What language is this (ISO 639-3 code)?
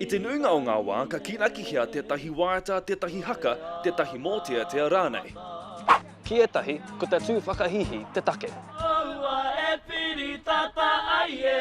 mri